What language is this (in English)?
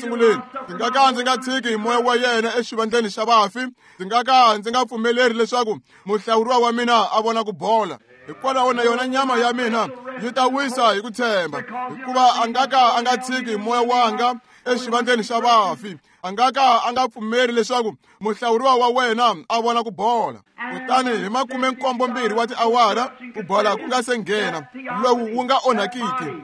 Tsonga